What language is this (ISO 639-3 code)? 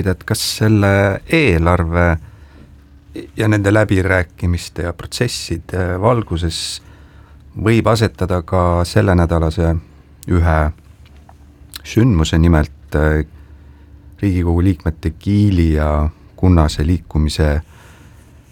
est